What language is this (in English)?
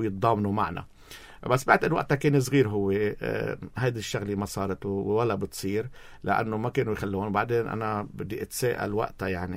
North Levantine Arabic